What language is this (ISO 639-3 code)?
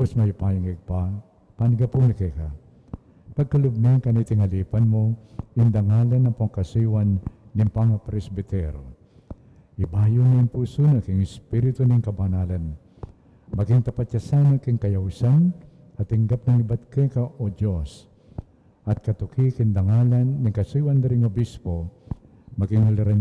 pam